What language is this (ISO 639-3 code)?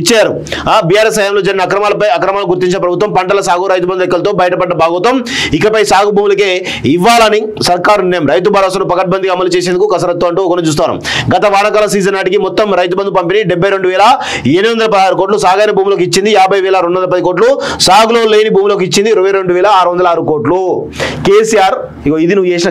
tel